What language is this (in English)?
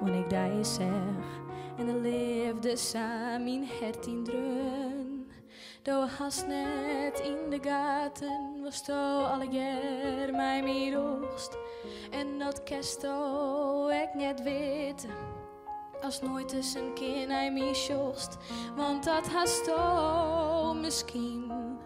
Western Frisian